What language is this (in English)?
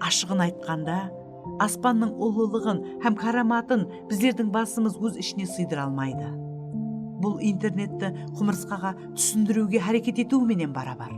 Kara-Kalpak